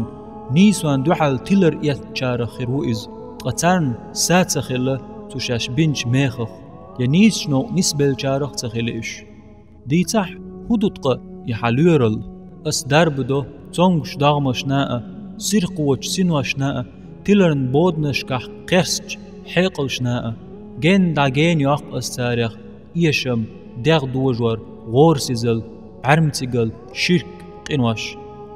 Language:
Chechen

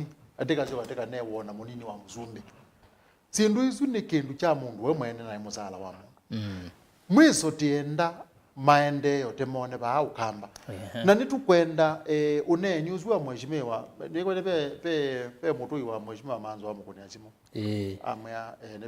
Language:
Kamba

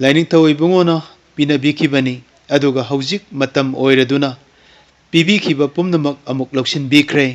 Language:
Manipuri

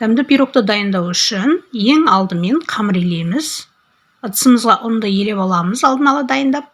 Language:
Kazakh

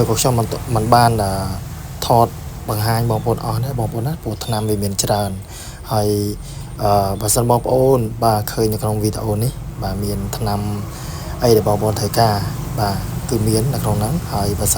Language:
Khmer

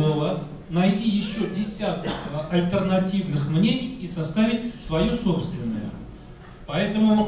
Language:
Russian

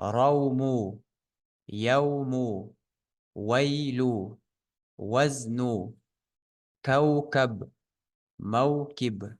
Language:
Ingush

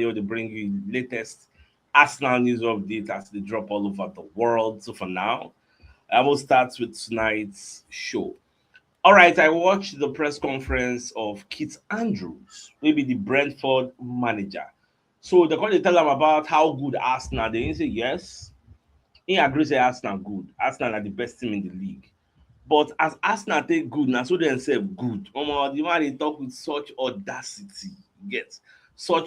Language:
Nigerian Pidgin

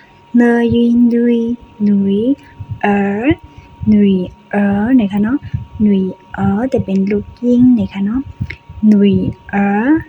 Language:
Shan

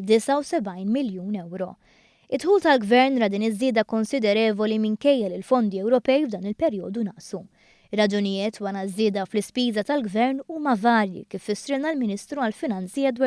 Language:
Maltese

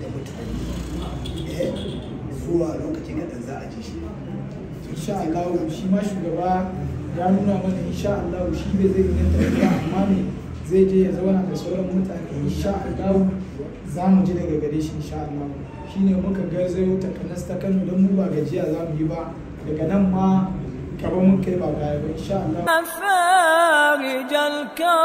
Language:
Hausa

